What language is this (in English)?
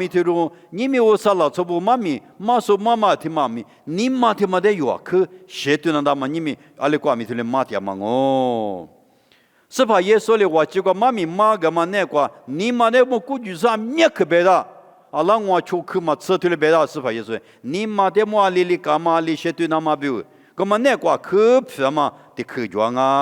Lisu